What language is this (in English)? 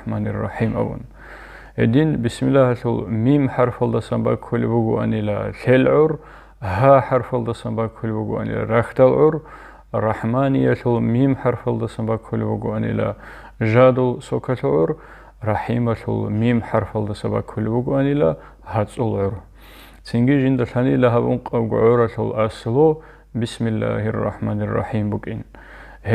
Avaric